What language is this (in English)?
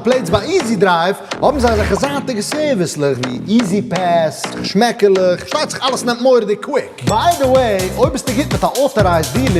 Yiddish